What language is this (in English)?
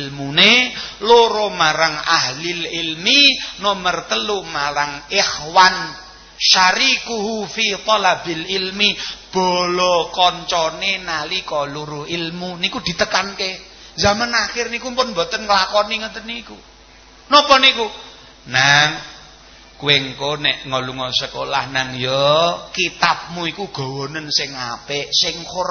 Javanese